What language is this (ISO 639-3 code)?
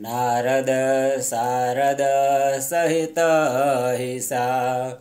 san